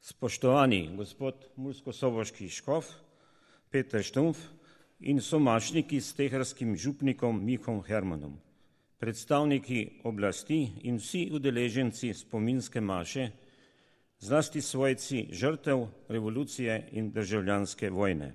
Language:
Slovenian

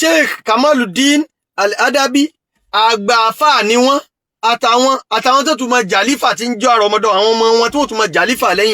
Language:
Yoruba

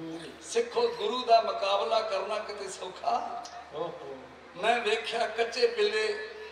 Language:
Punjabi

